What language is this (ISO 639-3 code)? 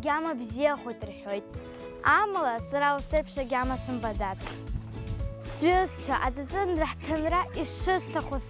abk